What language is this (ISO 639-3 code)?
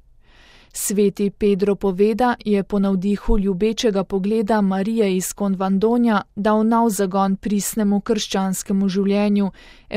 slv